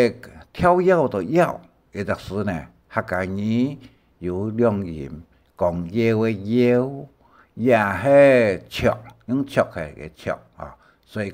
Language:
Hakka Chinese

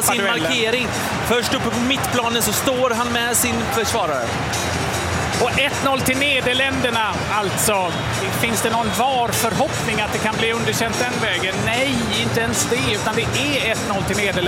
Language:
Swedish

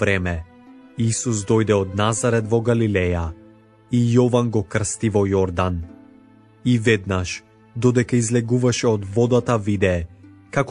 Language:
Macedonian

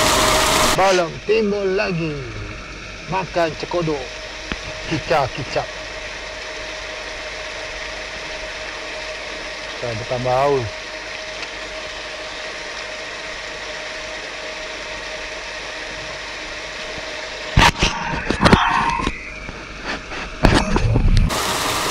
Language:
Malay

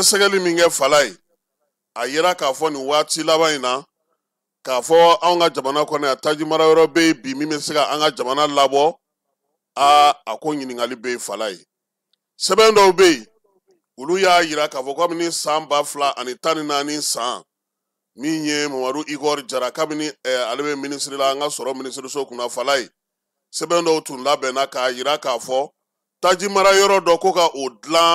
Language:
Bambara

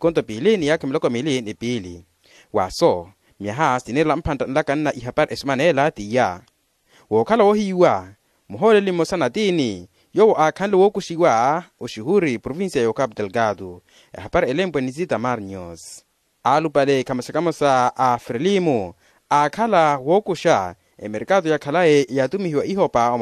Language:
Makhuwa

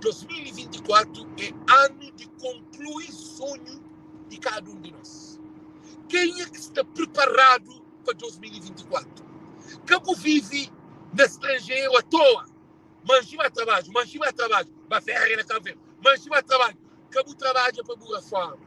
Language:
Kabuverdianu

